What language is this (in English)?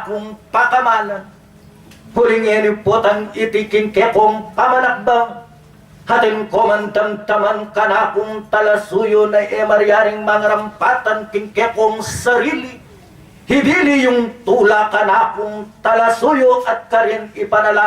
Pampanga